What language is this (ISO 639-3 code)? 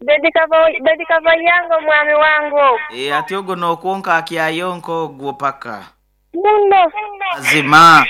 nyn